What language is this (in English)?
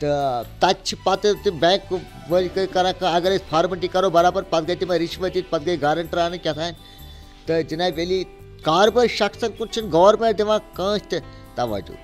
Kashmiri